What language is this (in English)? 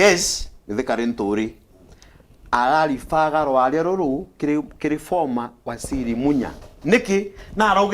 Meru